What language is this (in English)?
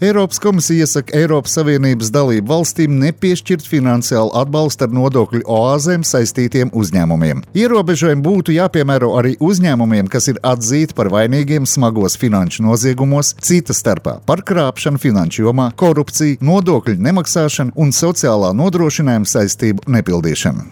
Latvian